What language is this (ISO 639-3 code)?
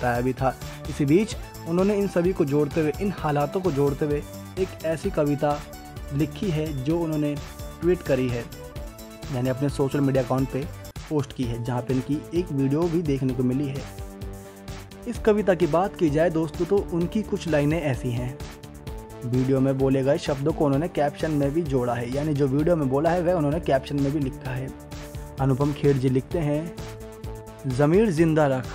hin